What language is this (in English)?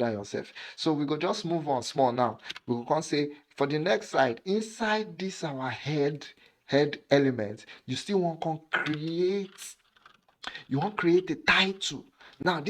Nigerian Pidgin